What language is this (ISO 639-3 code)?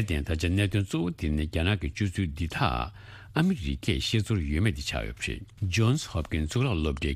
bod